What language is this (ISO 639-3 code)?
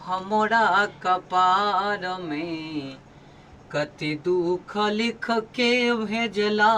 mai